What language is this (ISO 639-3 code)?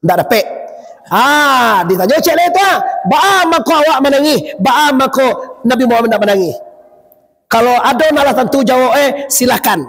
min